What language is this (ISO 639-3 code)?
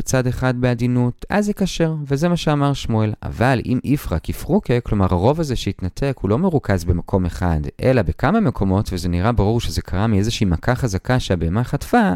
heb